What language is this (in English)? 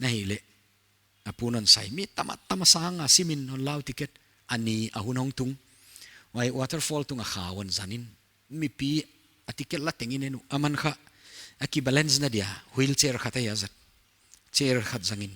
Paite Chin